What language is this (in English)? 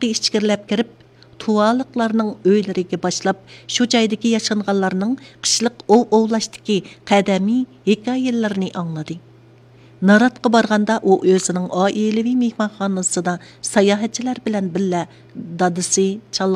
Uyghur